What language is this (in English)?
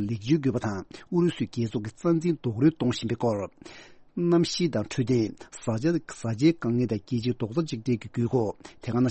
Tibetan